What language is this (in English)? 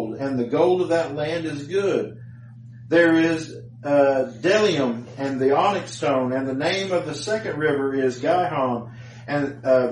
English